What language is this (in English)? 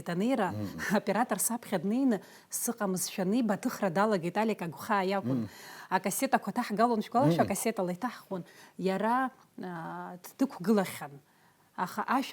Abkhazian